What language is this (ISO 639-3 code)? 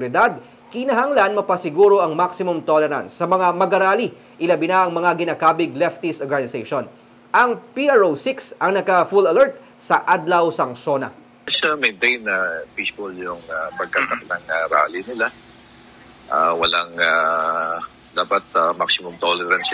hil